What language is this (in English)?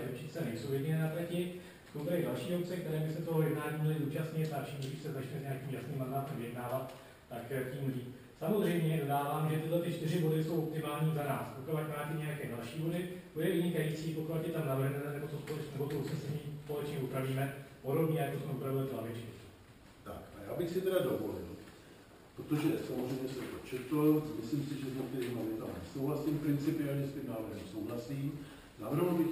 Czech